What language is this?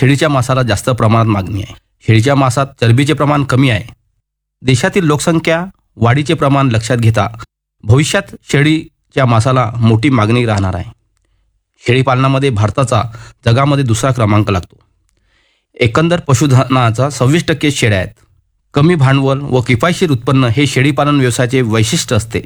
Marathi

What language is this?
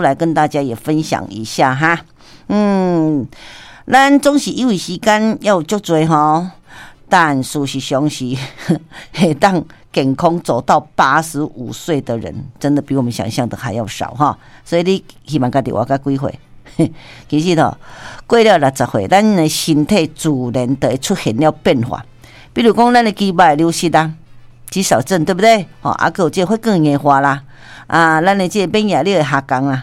Min Nan Chinese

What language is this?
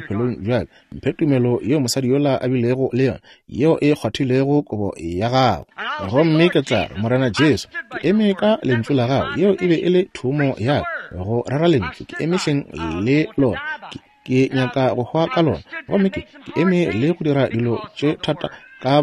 Northern Sotho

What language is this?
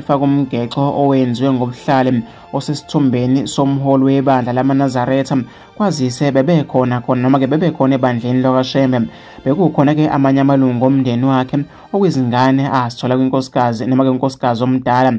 Zulu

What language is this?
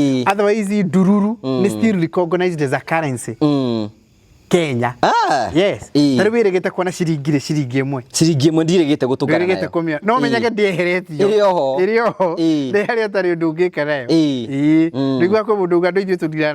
Kikuyu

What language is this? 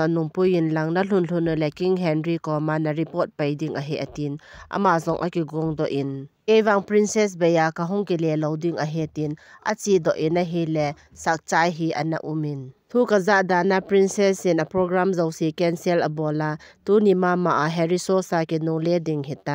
Thado Chin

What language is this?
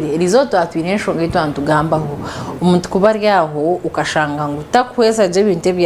Nyankole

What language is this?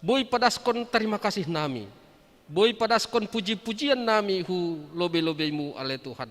Batak Simalungun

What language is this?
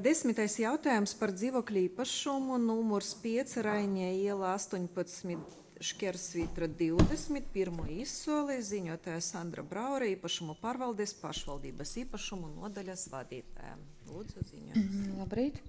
Latvian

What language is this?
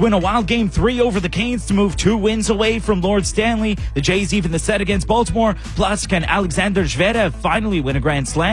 English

